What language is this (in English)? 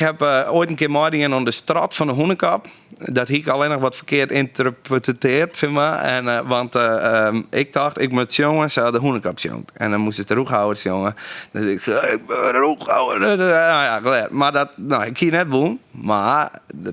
Western Frisian